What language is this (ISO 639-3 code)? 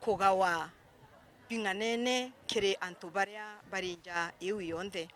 mer